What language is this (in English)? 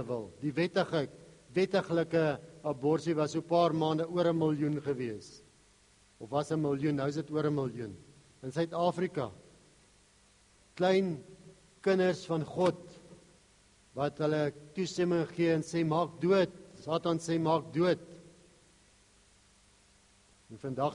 Afrikaans